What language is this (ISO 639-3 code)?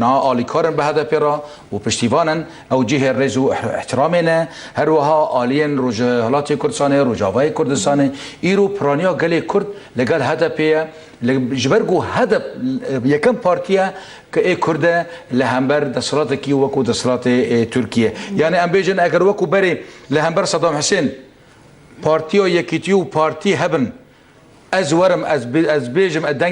kur